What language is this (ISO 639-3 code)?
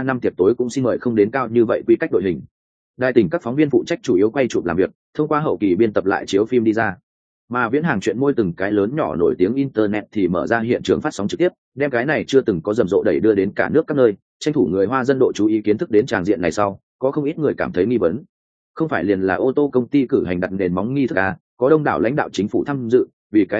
vie